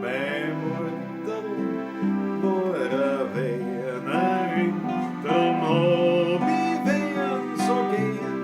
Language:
Bavarian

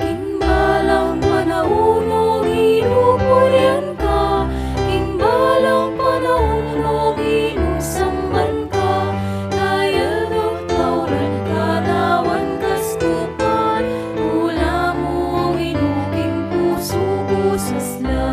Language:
Pampanga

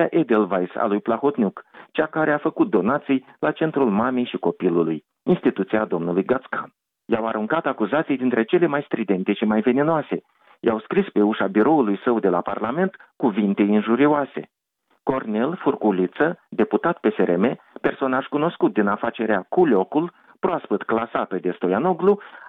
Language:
Romanian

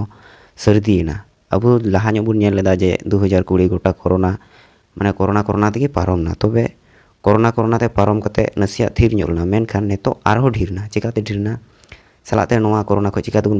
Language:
Santali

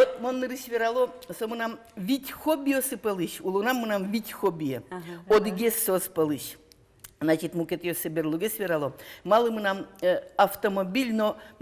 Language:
Udmurt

